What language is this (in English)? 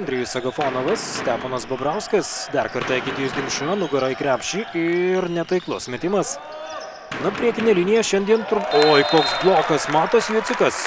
Lithuanian